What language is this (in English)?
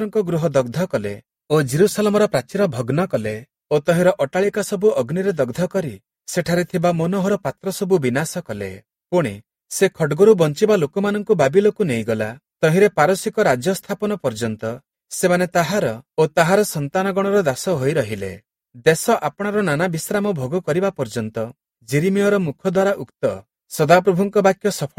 Odia